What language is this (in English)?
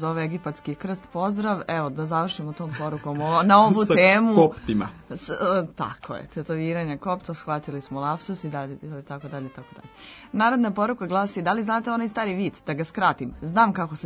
Serbian